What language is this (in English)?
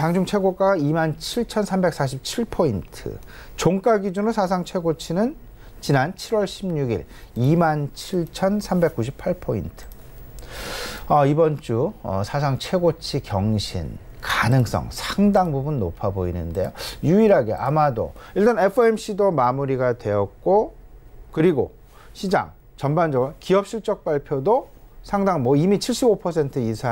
Korean